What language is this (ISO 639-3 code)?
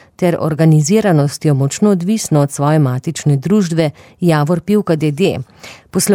slv